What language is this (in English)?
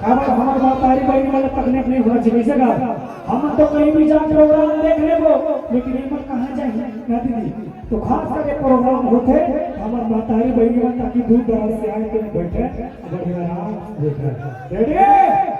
Chhattisgarhi